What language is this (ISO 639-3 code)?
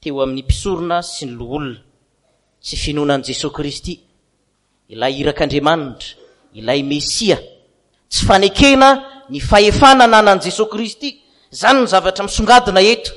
mlg